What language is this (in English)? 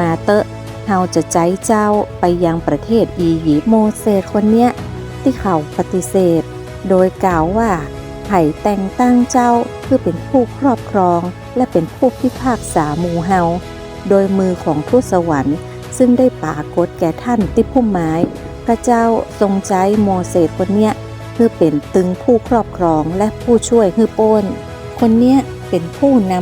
Northern Thai